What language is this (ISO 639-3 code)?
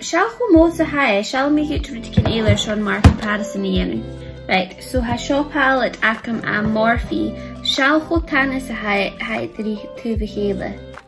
gla